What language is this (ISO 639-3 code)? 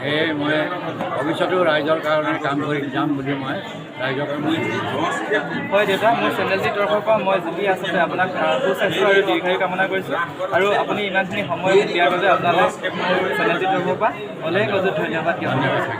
asm